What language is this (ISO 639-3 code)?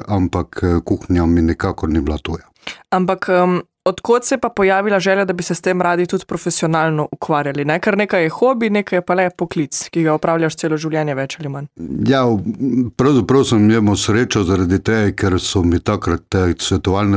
slv